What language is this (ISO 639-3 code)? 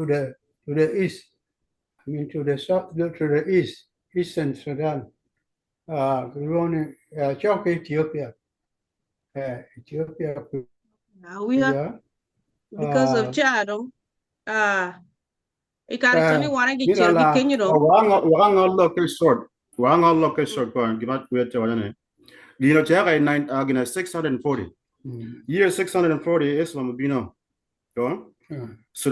ach